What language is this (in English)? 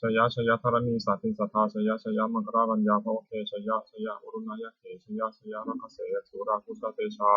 Pali